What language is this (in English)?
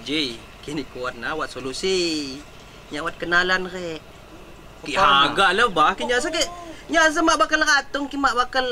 Lampung Api